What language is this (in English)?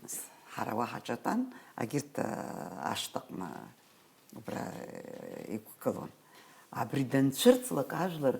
Abkhazian